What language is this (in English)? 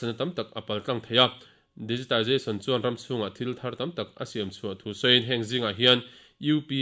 Mizo